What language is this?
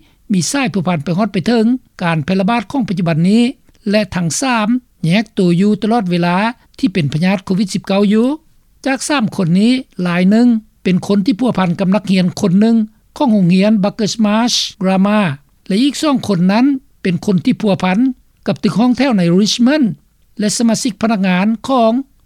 Lao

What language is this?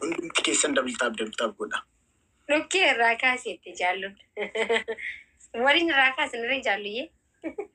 Oromo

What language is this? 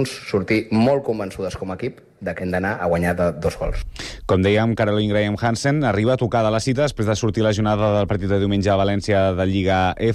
Catalan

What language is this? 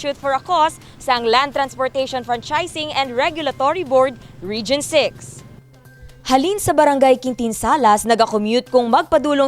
Hiligaynon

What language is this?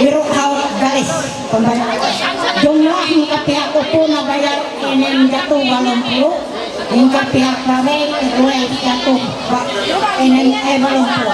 Ma'anyan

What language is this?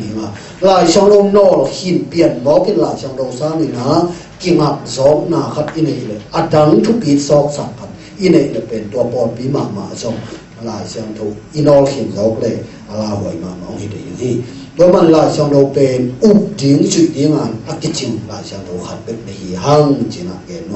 Tedim Chin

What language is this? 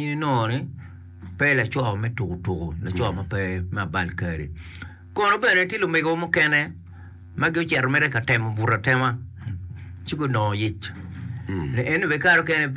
Acoli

